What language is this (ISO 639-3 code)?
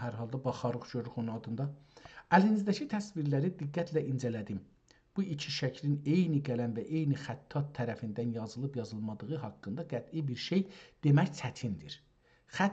azb